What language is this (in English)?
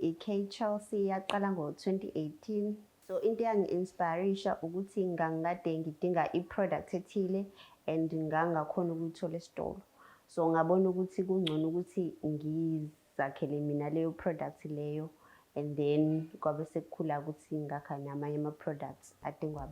Zulu